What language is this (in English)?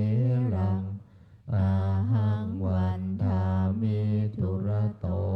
Pali